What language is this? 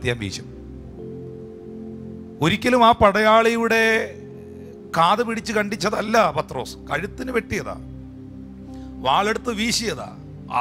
Malayalam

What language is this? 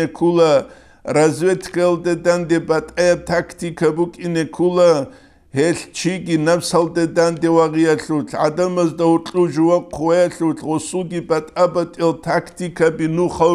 Avaric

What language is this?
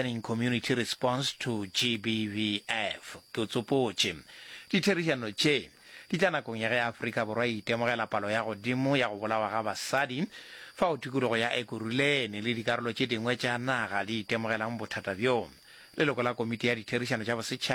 Northern Sotho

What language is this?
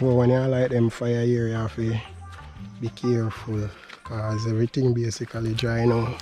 Jamaican Creole English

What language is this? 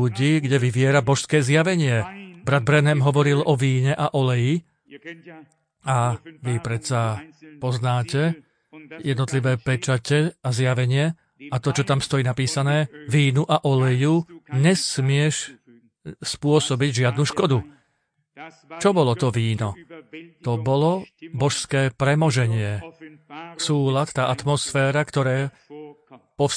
Slovak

